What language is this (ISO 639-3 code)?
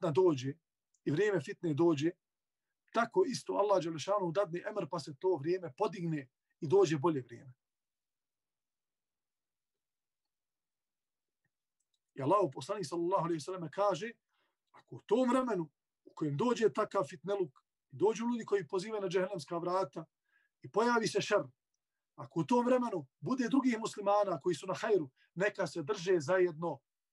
bos